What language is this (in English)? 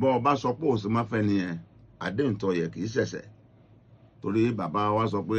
Yoruba